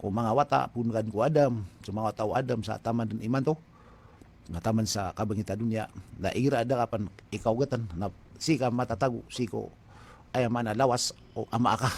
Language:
Maranao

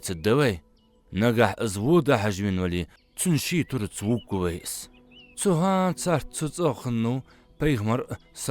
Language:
Ingush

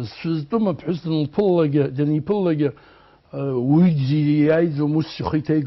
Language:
Abkhazian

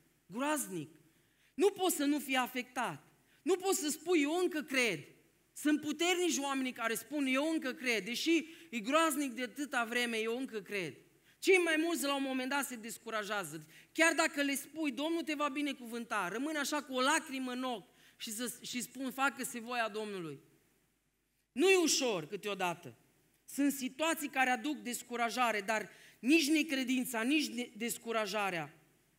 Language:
Romanian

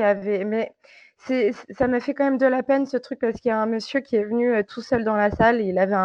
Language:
French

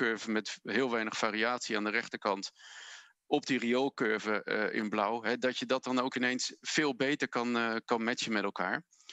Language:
Dutch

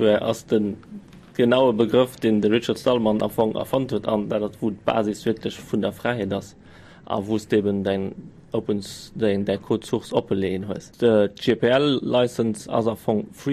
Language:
Luxembourgish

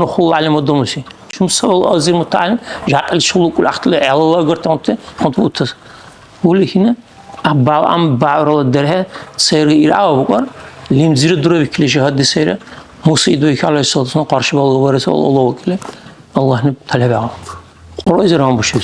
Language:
Dargwa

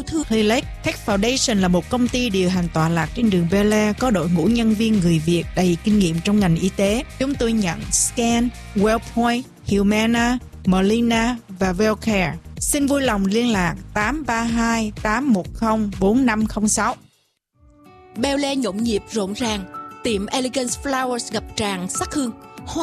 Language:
Vietnamese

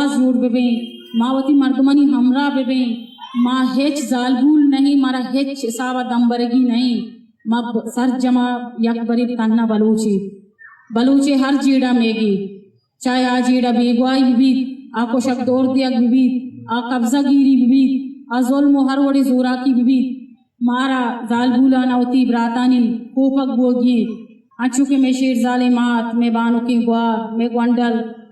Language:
Eastern Balochi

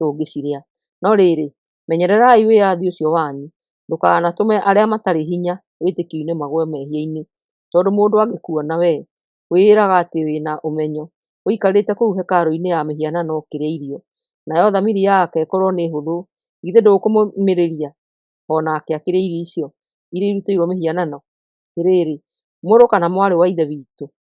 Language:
Kikuyu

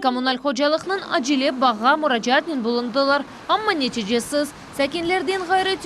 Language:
Crimean Tatar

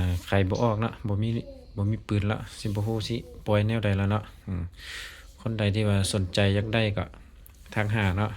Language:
Lao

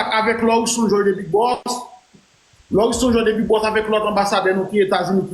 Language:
Haitian Creole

